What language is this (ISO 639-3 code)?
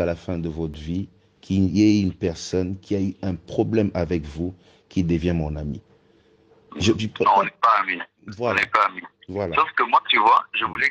fra